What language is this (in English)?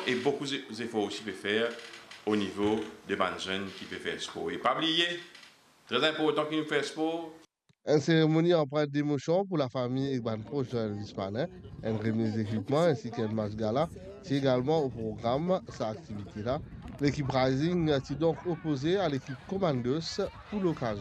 Morisyen